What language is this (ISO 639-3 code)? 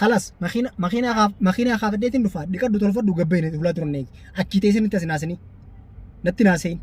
orm